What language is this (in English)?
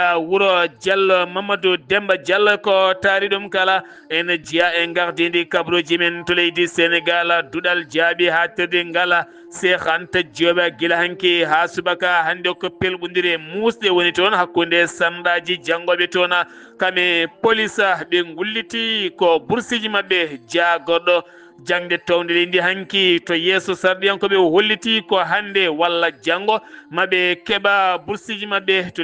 Fula